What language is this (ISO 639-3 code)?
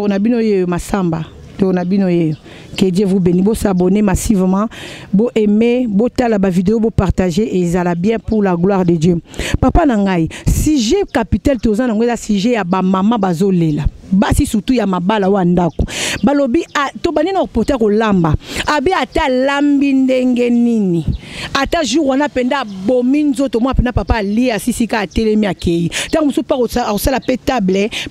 lin